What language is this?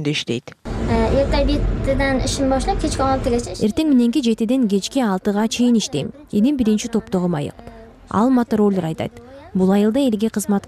Kyrgyz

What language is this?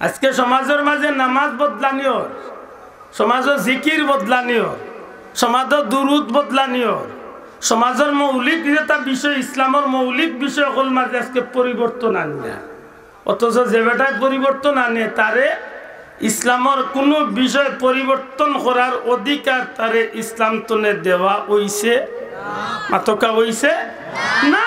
Sylheti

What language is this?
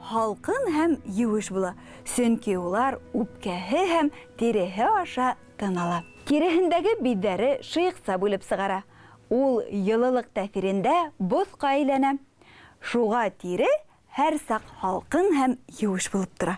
Bashkir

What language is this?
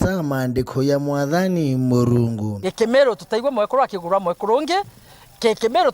Meru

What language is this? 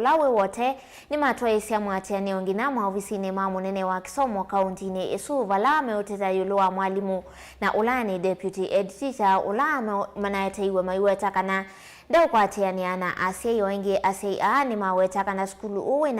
Kamba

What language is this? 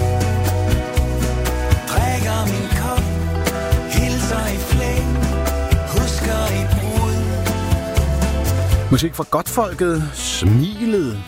Danish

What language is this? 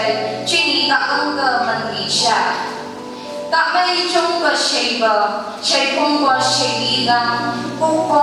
Phom Naga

